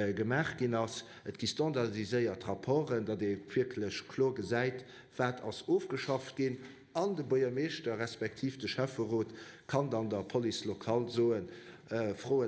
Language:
Luxembourgish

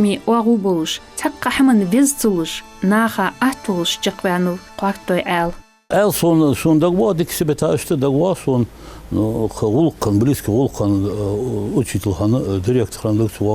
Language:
Ingush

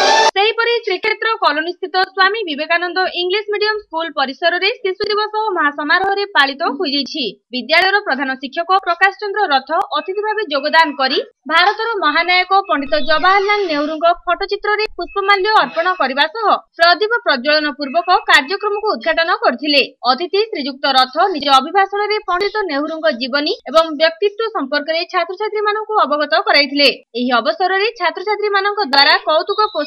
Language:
Odia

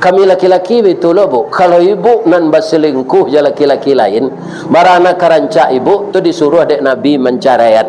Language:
Minangkabau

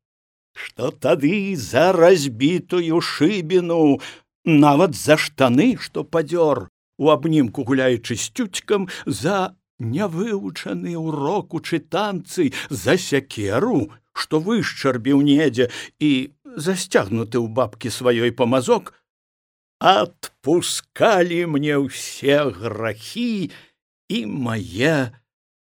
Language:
Belarusian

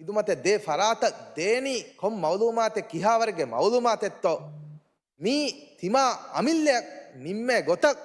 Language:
Divehi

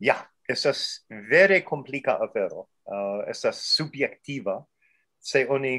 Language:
Esperanto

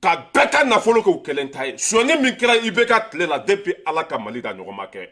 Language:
Bambara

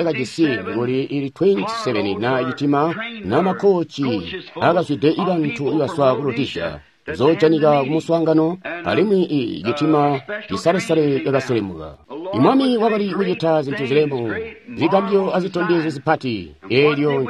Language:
Tonga (Zambia)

